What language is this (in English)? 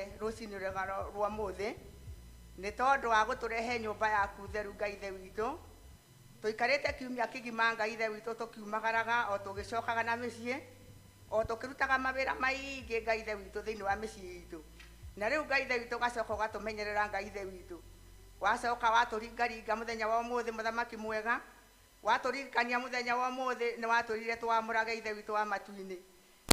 Kikuyu